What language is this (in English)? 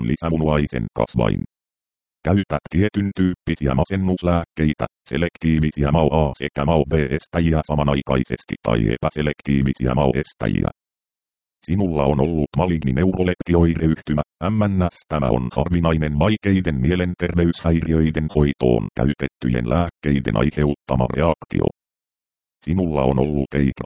Finnish